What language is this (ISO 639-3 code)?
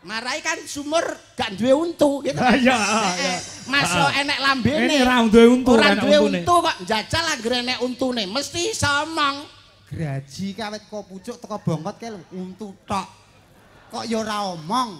jav